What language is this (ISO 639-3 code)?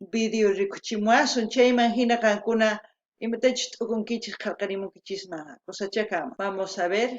quh